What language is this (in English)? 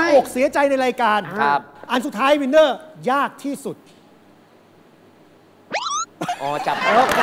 Thai